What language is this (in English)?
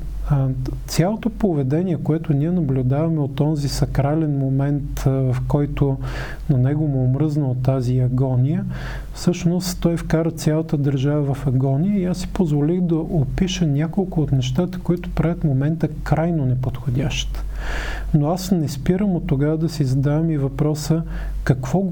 Bulgarian